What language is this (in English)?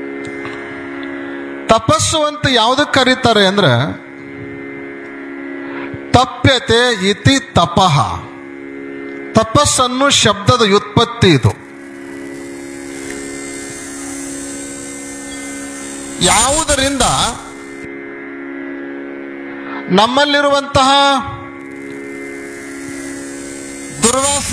Kannada